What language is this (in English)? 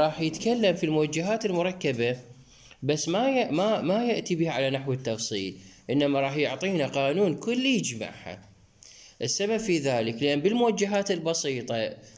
Mesopotamian Arabic